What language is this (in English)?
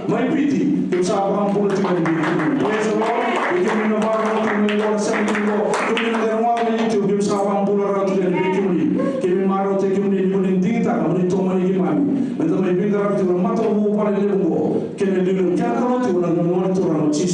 Fijian